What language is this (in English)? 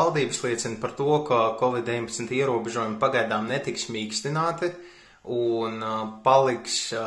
Latvian